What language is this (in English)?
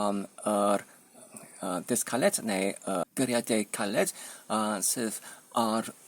Welsh